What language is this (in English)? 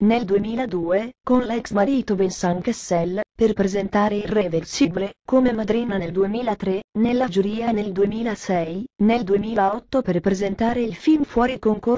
Italian